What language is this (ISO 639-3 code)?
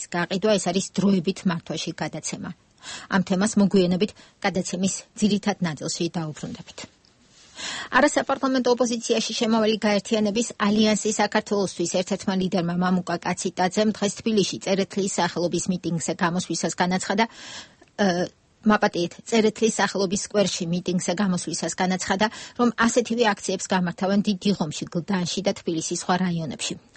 kat